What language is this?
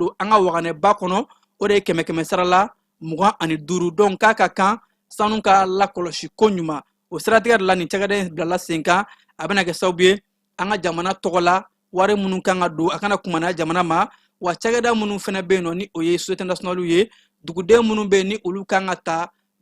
Bambara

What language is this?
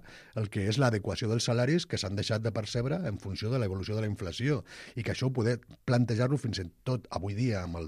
Catalan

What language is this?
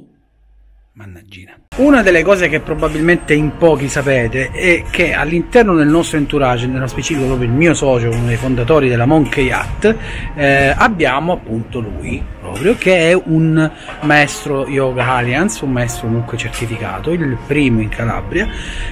Italian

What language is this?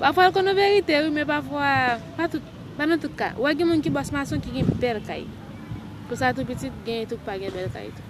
Haitian Creole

